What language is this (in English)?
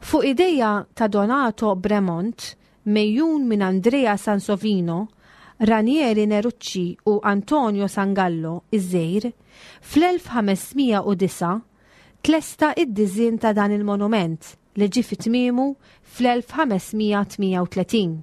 Maltese